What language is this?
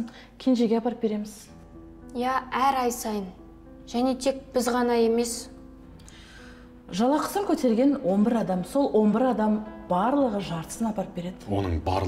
Kazakh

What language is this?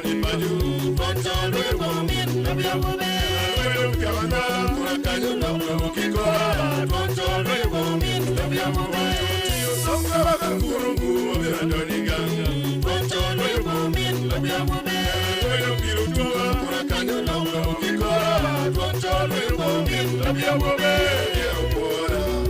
Acoli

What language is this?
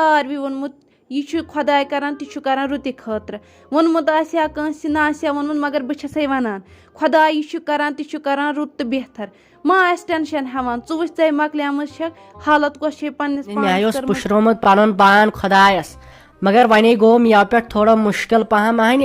Kashmiri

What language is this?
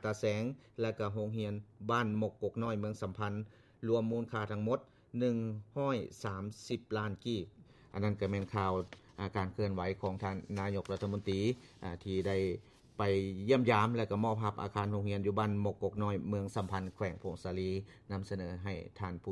Lao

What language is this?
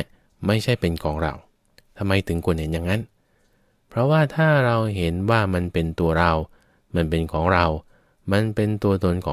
Thai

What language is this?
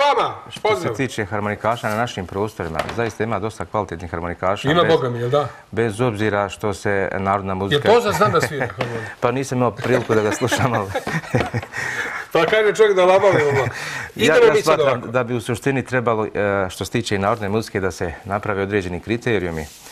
Serbian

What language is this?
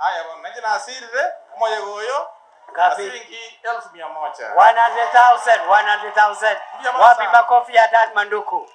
Gusii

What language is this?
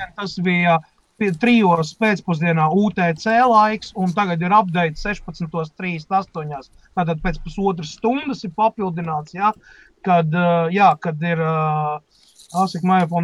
Latvian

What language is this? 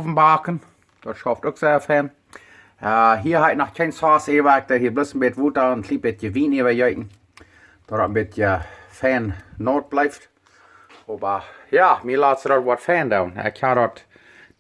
Plautdietsch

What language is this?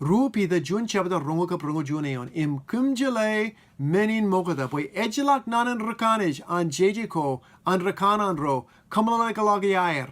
Marshallese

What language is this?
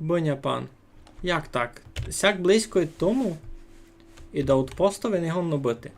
Rusyn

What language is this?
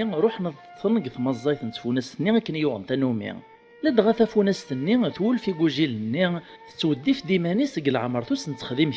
Kabyle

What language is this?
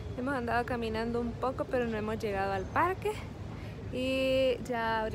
Spanish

